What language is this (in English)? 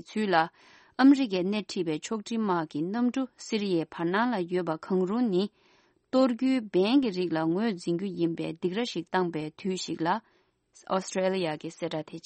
Tibetan